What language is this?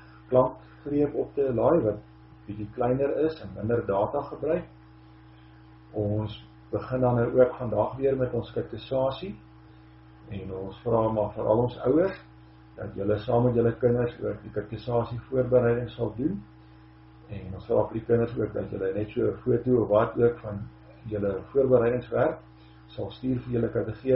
Afrikaans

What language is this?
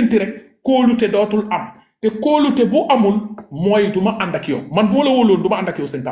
Wolof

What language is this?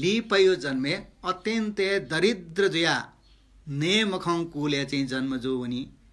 Newari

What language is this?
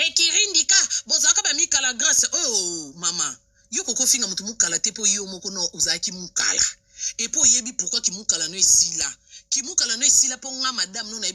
Lingala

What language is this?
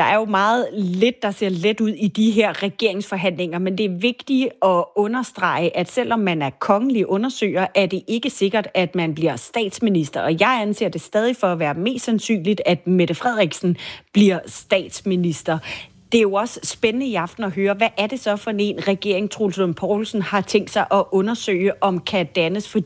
Danish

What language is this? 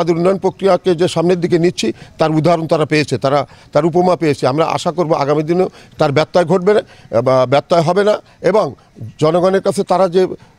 Bangla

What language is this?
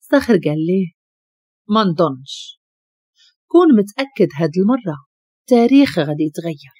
Moroccan Arabic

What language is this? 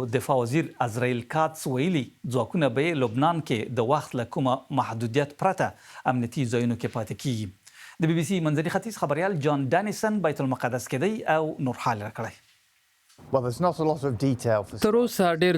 Pashto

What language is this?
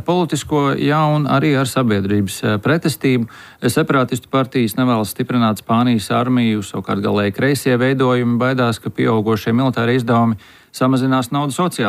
Latvian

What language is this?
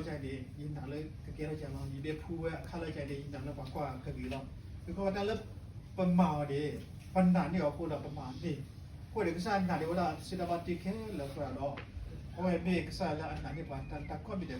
S'gaw Karen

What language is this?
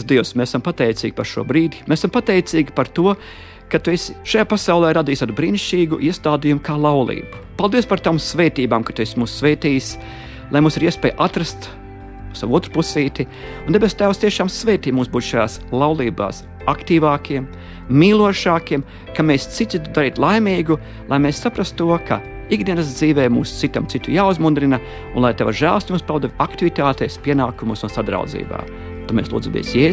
Latvian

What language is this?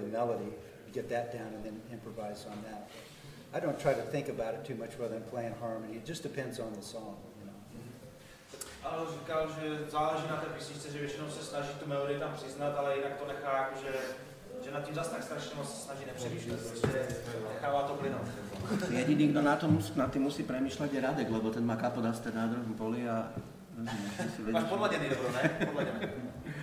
Czech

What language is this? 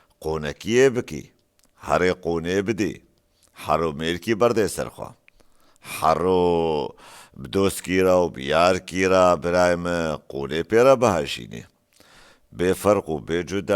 Kurdish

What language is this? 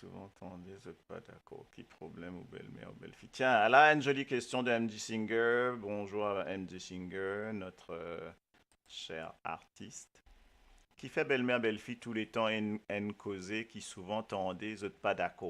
Morisyen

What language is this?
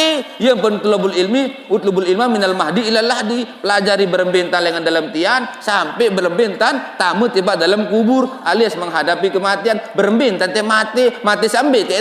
Sasak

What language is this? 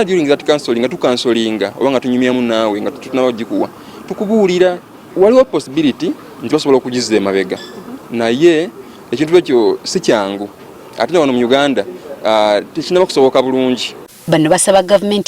Ganda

